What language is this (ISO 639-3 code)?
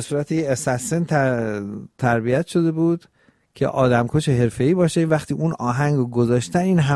fas